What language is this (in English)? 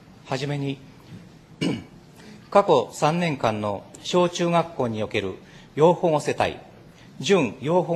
Japanese